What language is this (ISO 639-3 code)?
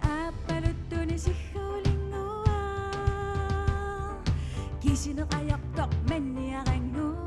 kal